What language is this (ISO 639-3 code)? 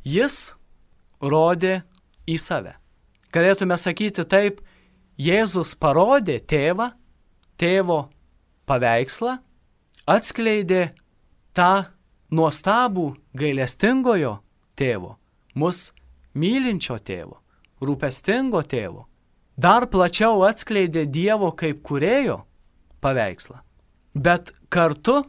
lit